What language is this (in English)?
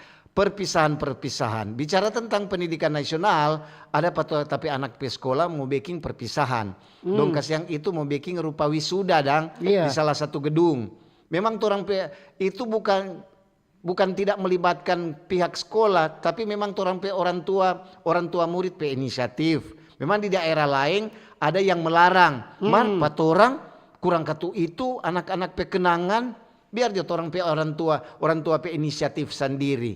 Manado Malay